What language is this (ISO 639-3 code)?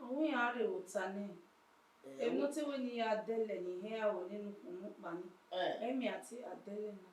bin